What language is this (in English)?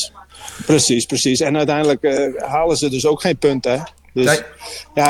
Dutch